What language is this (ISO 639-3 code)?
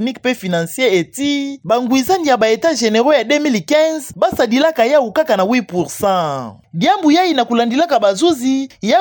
ktu